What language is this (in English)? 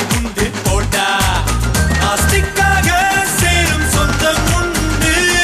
Tamil